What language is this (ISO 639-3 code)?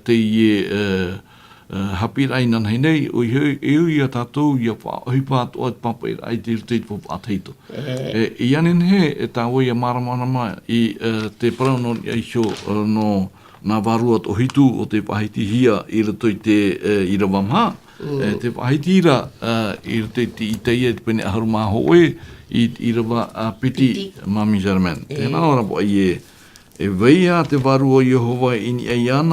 tah